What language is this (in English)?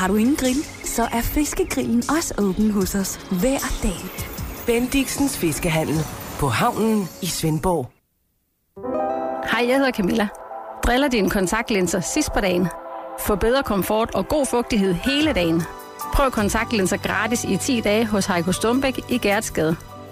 Danish